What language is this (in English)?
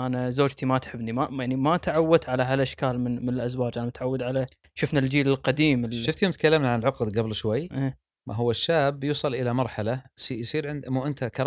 Gulf Arabic